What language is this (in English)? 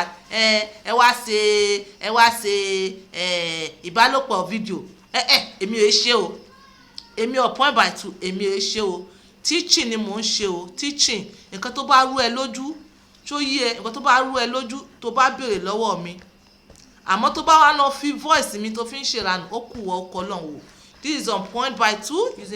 Yoruba